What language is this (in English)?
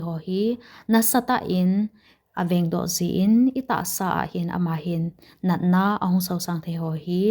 Thado Chin